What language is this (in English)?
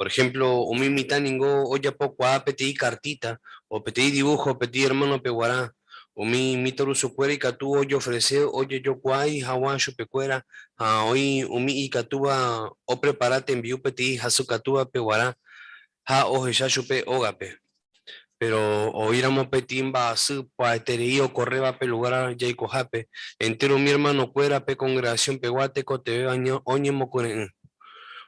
Guarani